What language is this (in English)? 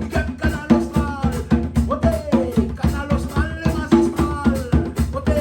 Réunion Creole French